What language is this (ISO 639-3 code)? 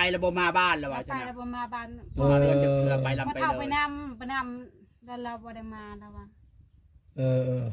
tts